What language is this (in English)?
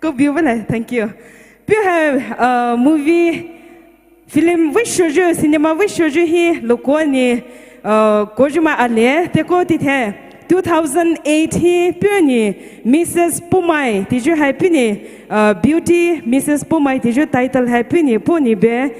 Poumei Naga